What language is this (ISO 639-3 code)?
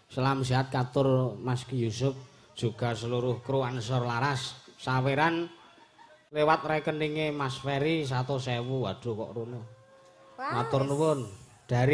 jav